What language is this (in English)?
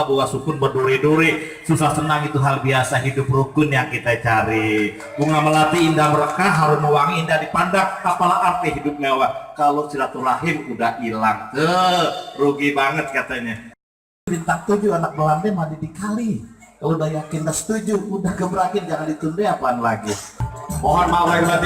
Betawi